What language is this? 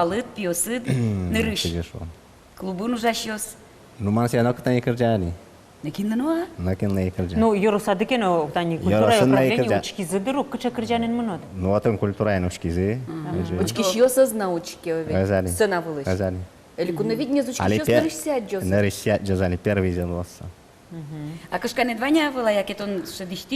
Udmurt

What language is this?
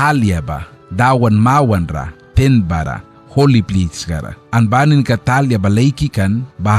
Mískito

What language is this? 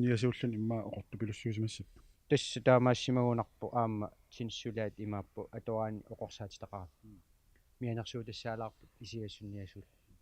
Kalaallisut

